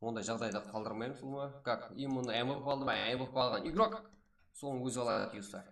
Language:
Kara-Kalpak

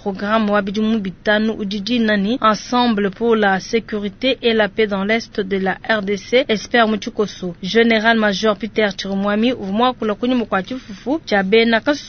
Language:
Luba-Lulua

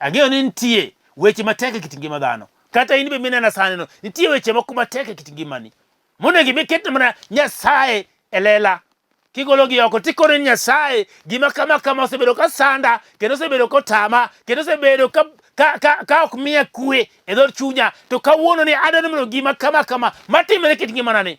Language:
Luo (Kenya and Tanzania)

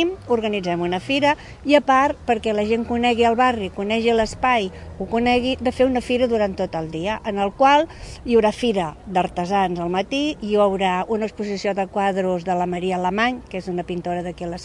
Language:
Catalan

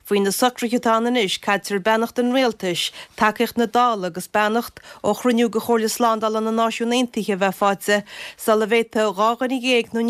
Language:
Irish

